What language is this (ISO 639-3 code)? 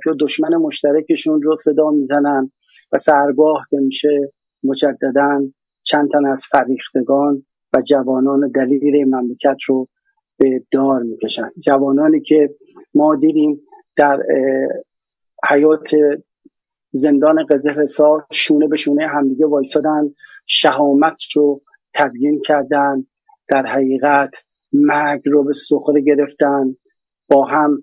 fas